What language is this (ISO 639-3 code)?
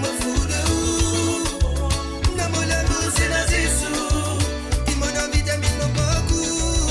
mfe